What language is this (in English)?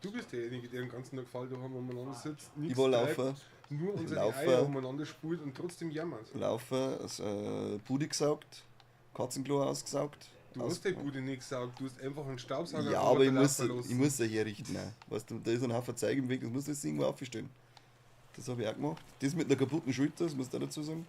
Bavarian